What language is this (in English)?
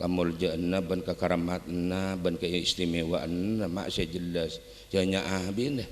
Madurese